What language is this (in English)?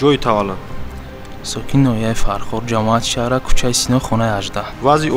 Tajik